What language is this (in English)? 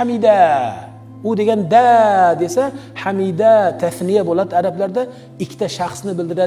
Uzbek